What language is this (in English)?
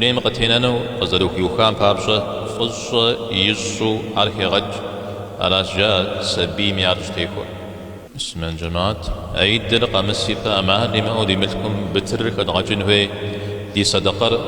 Kabardian